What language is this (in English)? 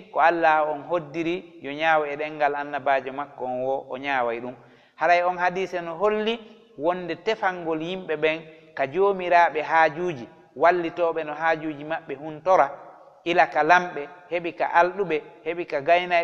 Fula